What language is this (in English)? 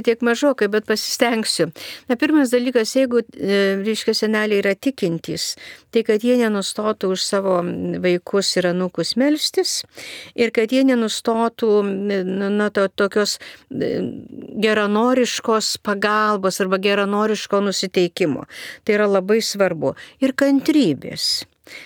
Lithuanian